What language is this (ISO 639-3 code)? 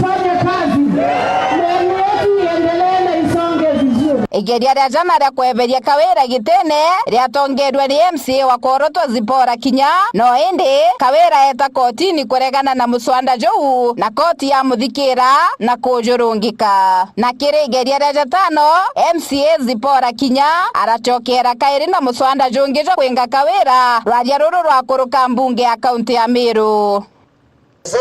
mer